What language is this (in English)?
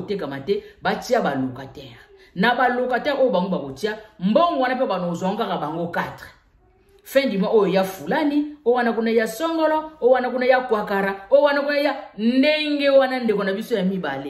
Lingala